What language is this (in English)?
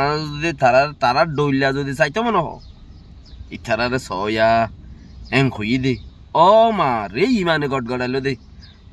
Rohingya